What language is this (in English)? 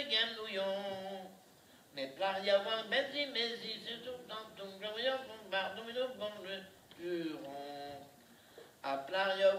Breton